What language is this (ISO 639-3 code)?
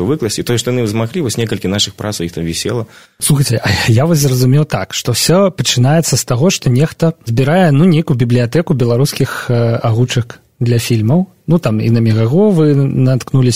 bel